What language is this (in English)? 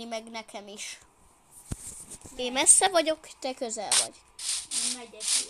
Hungarian